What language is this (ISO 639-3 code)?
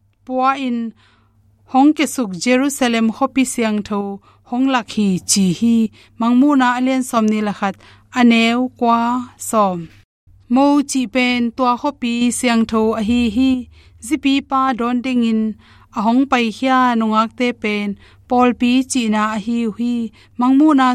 ctd